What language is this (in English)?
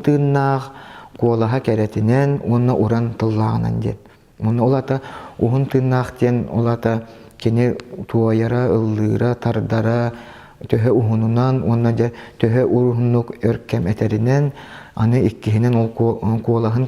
Yakut